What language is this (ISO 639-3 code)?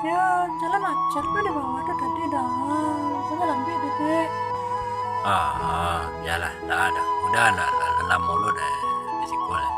min